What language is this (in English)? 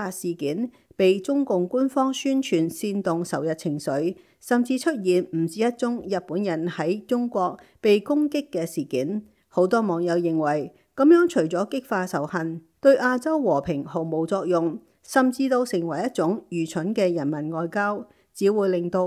Cantonese